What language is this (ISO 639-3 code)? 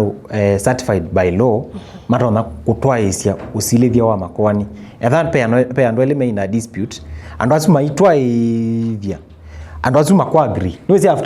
kam